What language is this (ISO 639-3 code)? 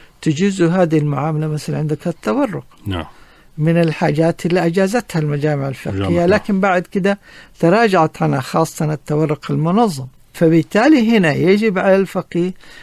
ars